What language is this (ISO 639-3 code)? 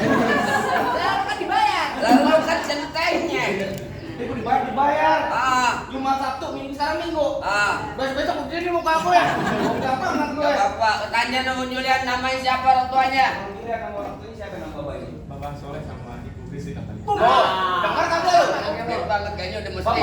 bew